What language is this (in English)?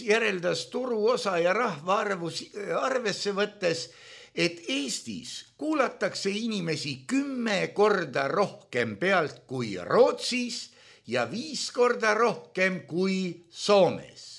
Estonian